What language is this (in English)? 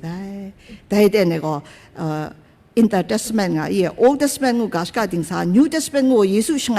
Kachin